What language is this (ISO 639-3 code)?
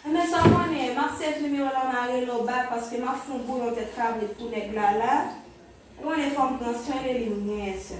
hat